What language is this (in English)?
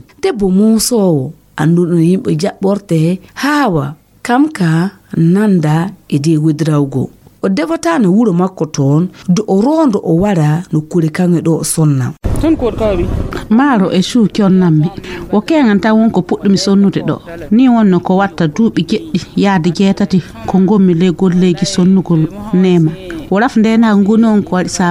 Fula